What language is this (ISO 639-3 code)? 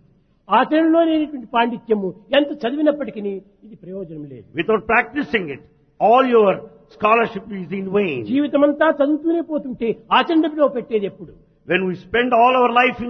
tel